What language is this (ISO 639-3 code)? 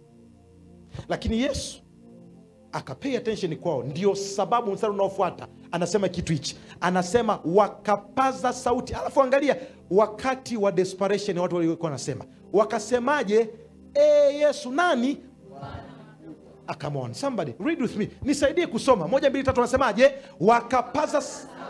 swa